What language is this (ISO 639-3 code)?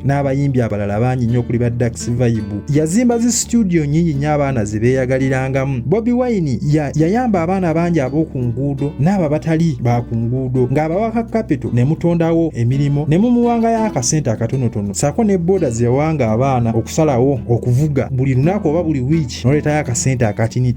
lug